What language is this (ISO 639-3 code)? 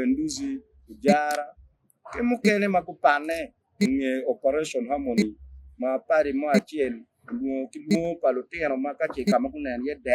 ach